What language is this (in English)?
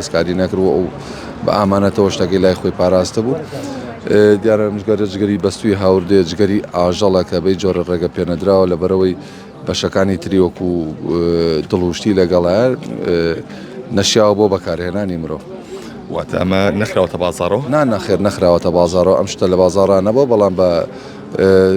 Central Kurdish